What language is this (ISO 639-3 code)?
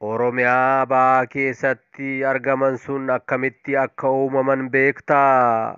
orm